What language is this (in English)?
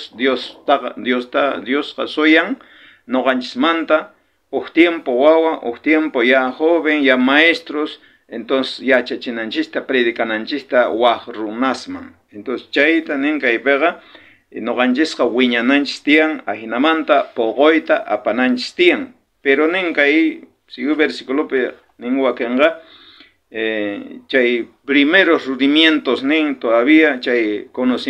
South Bolivian Quechua